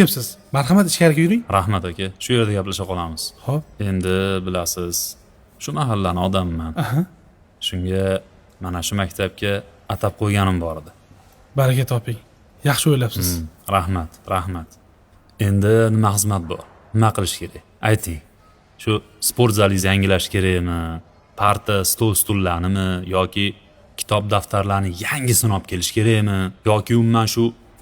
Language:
Uzbek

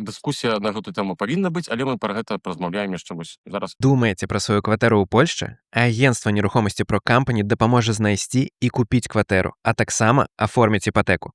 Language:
Belarusian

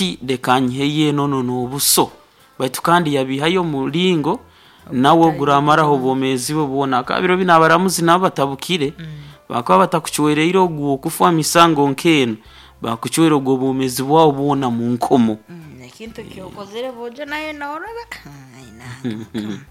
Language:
Nyoro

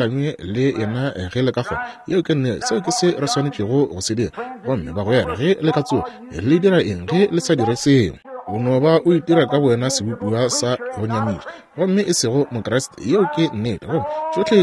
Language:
Northern Sotho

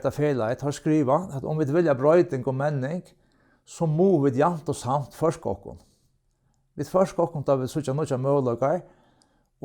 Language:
Faroese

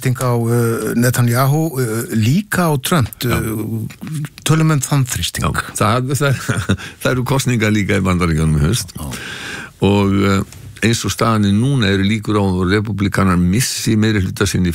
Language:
Icelandic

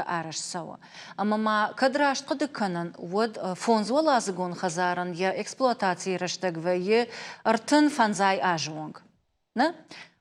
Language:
Ossetic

